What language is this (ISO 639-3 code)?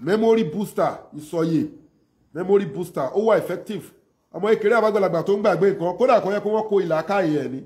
yor